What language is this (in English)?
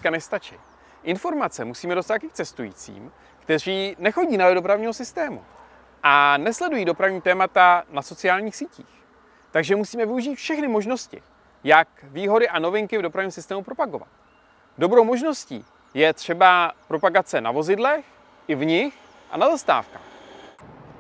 Czech